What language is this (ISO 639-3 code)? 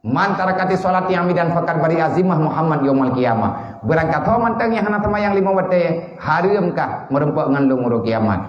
ace